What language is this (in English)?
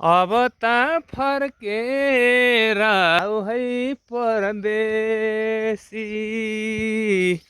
Nepali